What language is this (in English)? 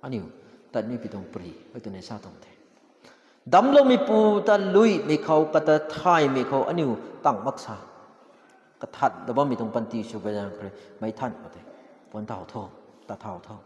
Rongmei Naga